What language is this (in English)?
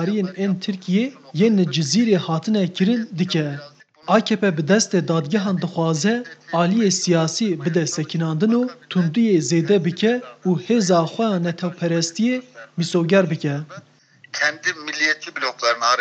Kurdish